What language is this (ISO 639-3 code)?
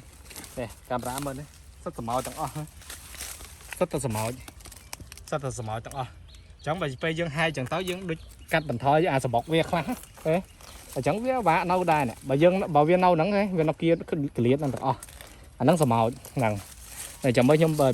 khm